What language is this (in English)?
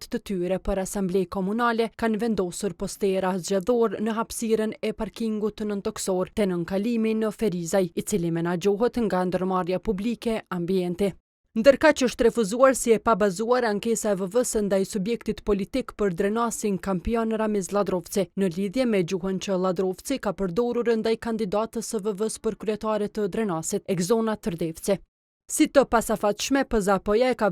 Albanian